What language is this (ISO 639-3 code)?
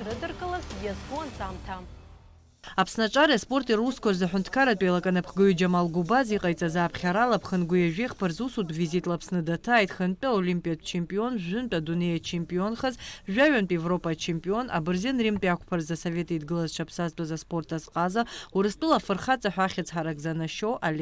abk